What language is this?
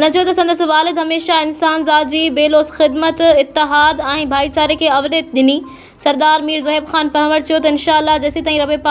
Sindhi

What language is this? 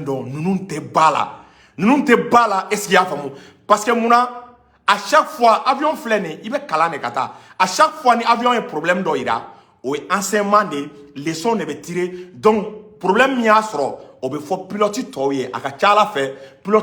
Bambara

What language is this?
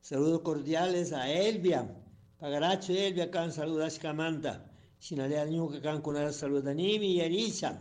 Chimborazo Highland Quichua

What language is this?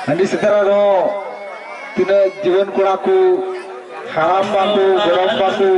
Santali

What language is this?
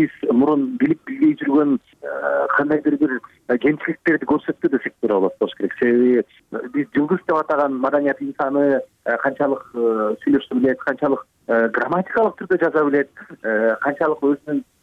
Kyrgyz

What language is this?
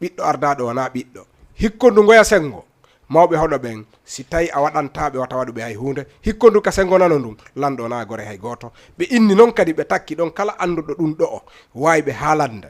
Fula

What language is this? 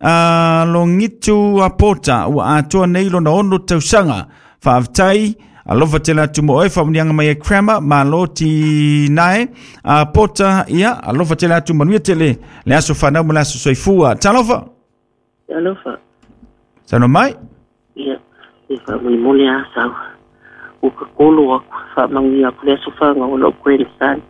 Samoan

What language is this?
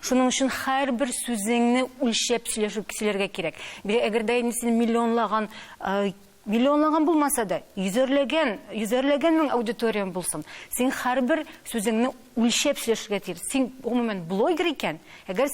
Tatar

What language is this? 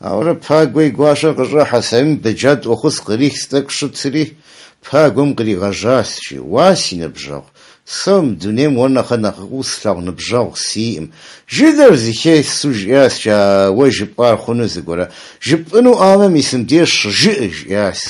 Kabardian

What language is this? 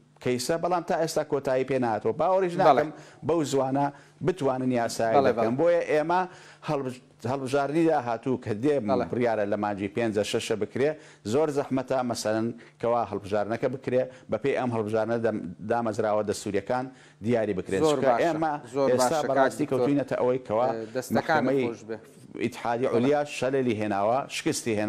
Central Kurdish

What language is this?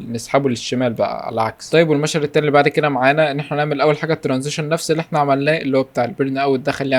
Egyptian Arabic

